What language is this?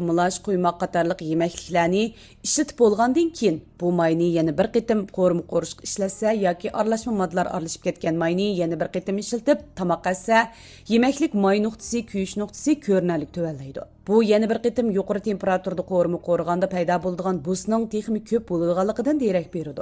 Uyghur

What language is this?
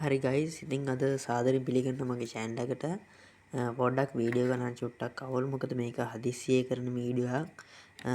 Sinhala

